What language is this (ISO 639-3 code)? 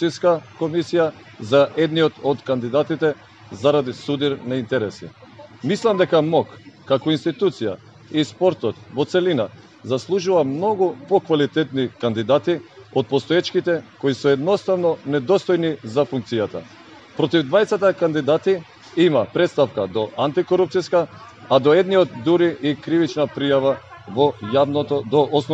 mkd